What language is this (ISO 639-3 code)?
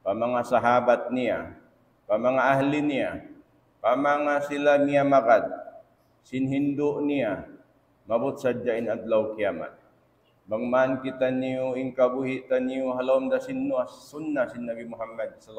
tsg